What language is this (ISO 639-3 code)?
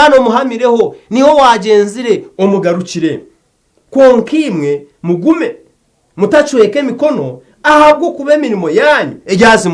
nyn